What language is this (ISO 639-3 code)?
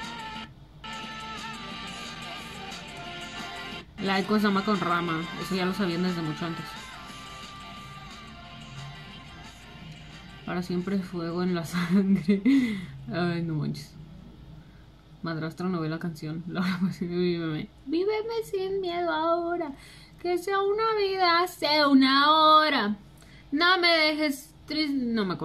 spa